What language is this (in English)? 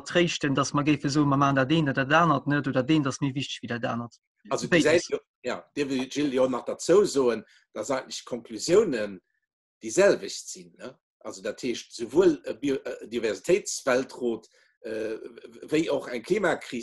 Luxembourgish